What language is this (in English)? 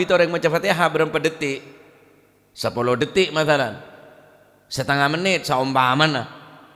Madurese